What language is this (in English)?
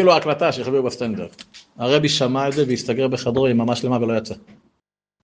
Hebrew